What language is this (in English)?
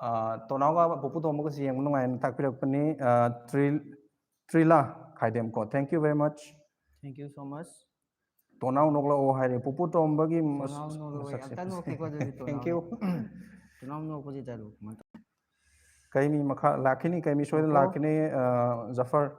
Manipuri